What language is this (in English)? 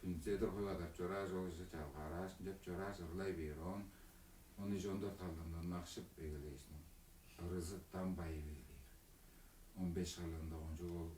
Tuvinian